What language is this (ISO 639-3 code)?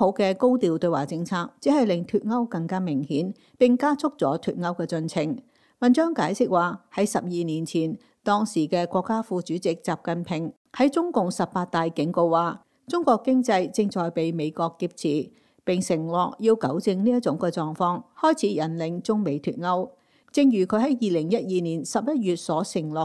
yue